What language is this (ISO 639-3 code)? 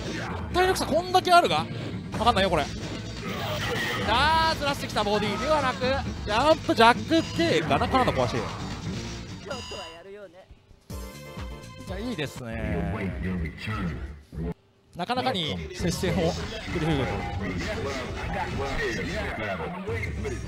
jpn